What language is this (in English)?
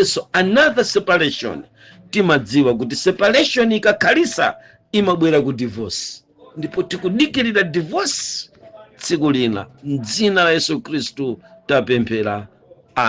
Nyanja